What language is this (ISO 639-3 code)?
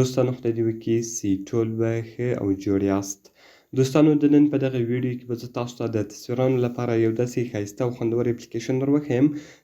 pus